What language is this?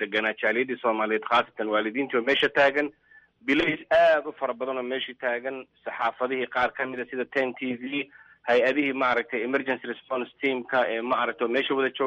Somali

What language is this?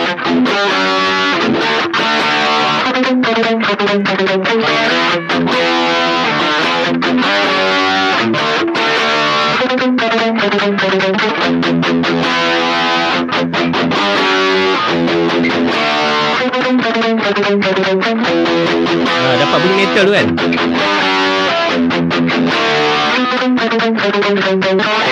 Malay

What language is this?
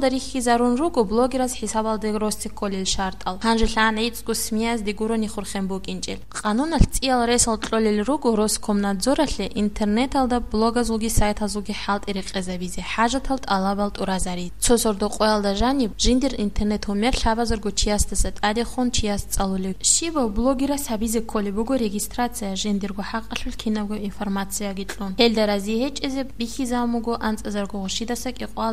Avaric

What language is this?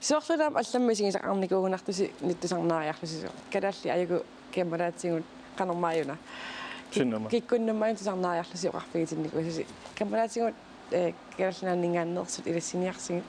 Kalaallisut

